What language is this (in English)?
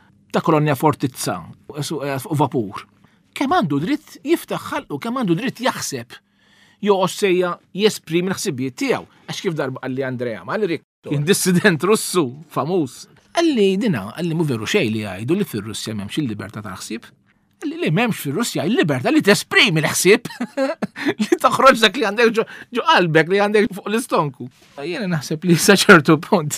Maltese